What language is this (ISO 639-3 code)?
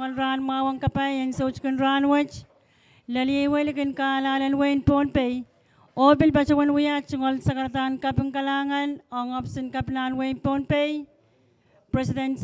pon